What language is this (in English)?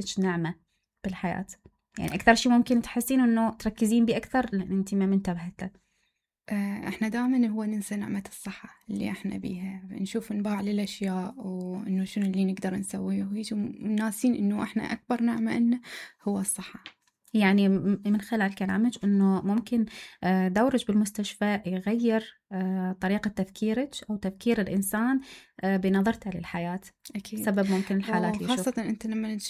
Mesopotamian Arabic